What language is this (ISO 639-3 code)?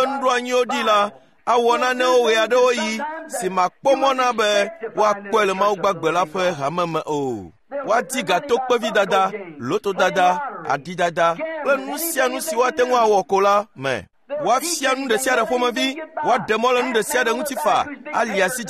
ewe